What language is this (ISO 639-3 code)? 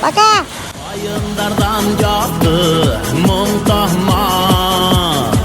bak